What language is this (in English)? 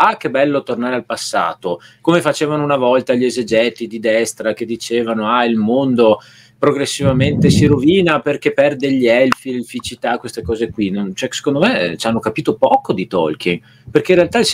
Italian